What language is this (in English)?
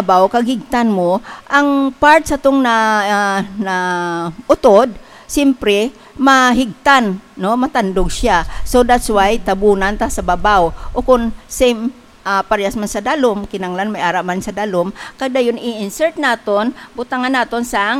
Hiligaynon